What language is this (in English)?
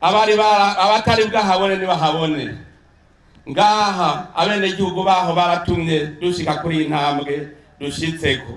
Rundi